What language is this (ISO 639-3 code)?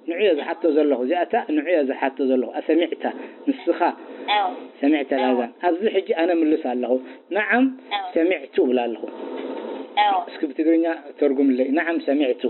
tir